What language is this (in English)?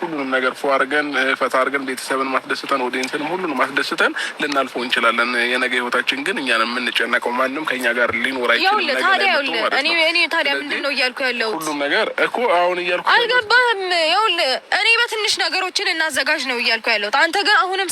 Amharic